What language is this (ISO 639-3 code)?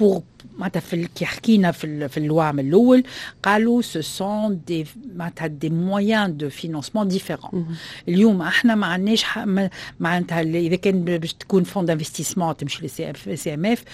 aeb